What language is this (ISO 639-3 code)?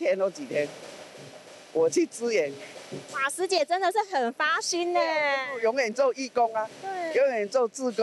zho